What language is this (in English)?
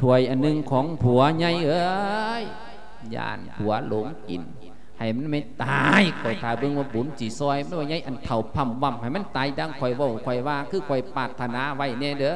Lao